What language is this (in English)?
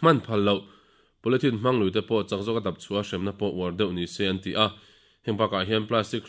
Mizo